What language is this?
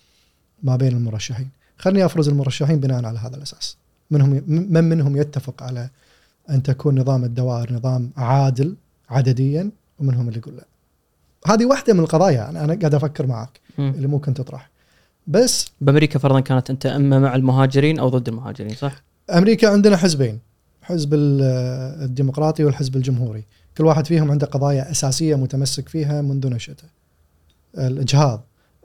Gulf Arabic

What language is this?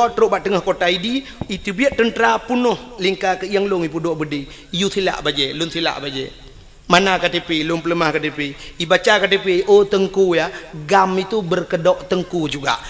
Achinese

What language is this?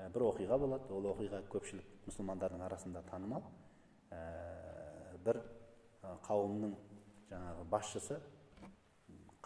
Kazakh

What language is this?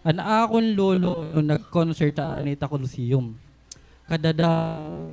Waray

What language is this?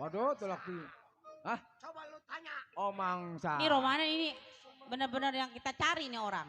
Betawi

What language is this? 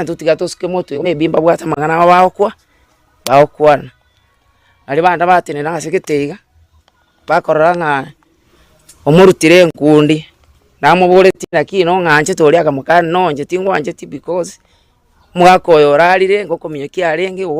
Gusii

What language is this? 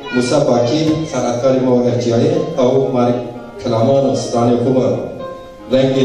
Zaza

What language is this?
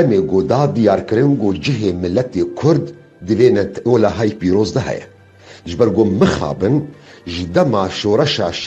Kurdish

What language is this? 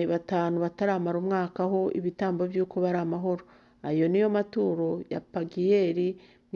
Kinyarwanda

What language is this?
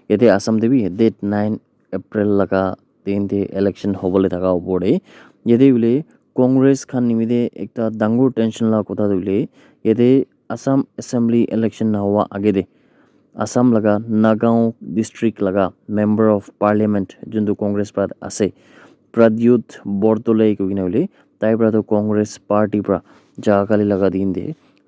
Naga Pidgin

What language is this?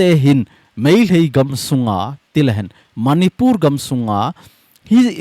Thado Chin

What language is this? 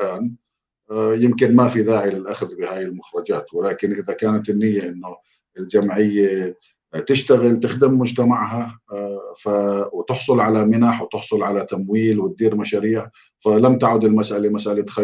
North Levantine Arabic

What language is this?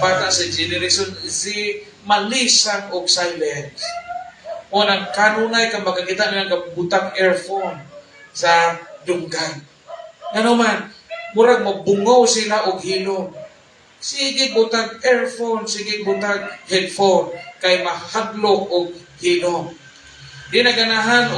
Cebuano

